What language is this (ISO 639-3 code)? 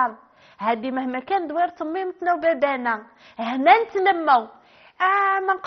arq